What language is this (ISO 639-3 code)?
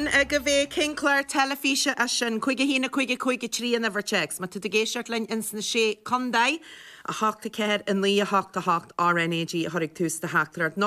gle